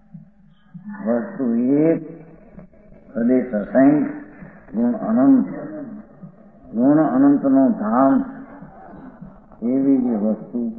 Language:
Gujarati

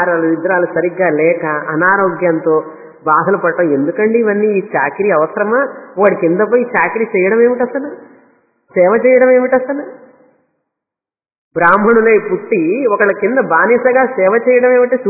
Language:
Telugu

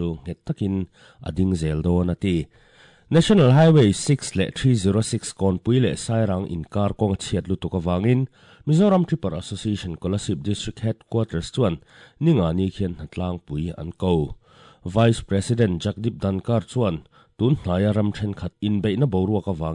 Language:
Mizo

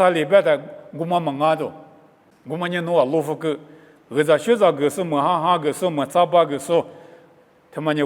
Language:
Lisu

